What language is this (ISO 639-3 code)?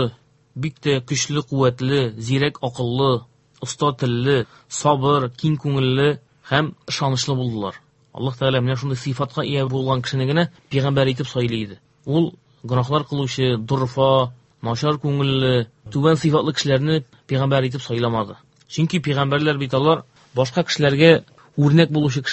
tat